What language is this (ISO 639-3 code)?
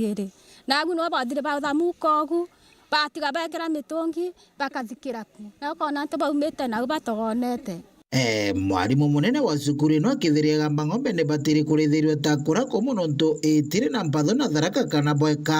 mer